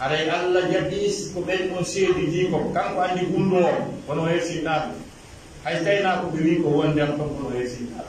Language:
Pular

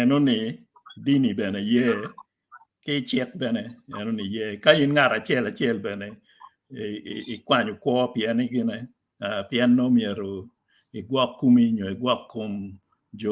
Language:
Acoli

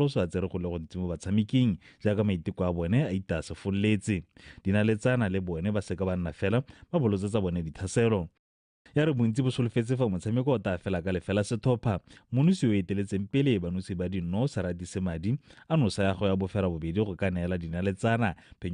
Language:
Tswana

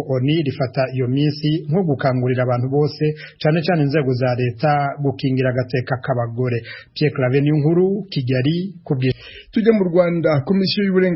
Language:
Rundi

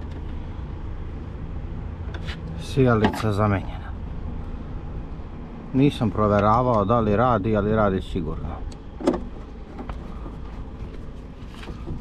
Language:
Serbian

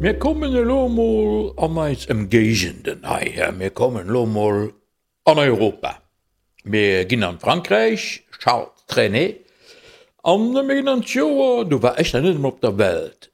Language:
Luxembourgish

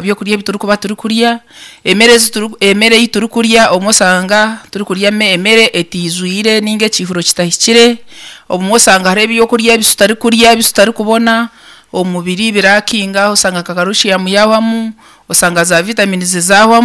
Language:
Nyankole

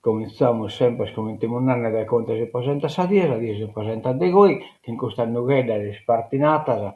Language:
Sardinian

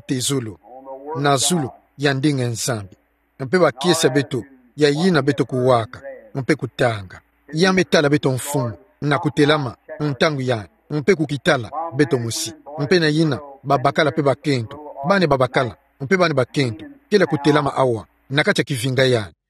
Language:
Kituba (Democratic Republic of Congo)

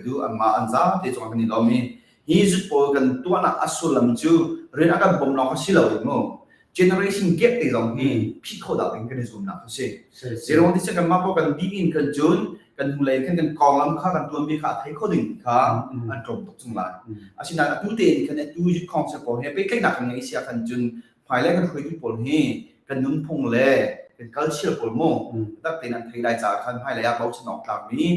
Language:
Hakha Chin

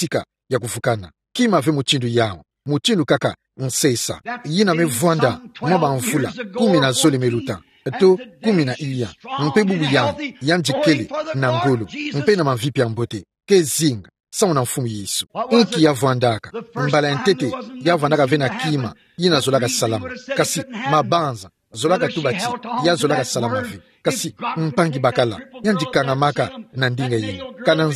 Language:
Kituba (Democratic Republic of Congo)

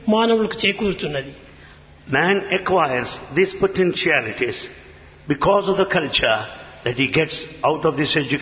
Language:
Telugu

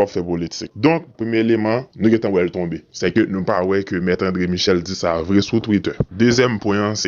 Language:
Haitian Creole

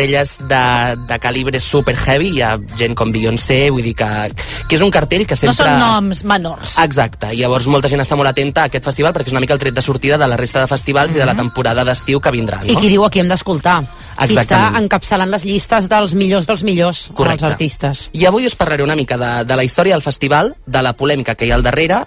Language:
Catalan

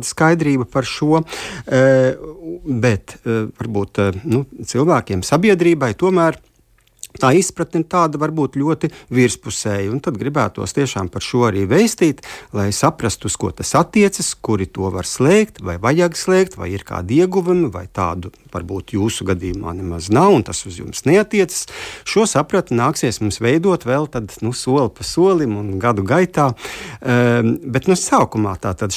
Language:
Latvian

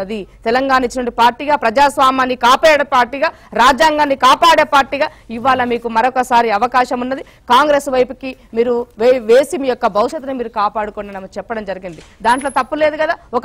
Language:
Telugu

